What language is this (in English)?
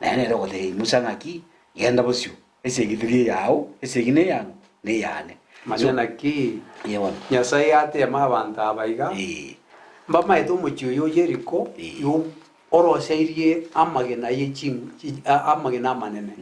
Gusii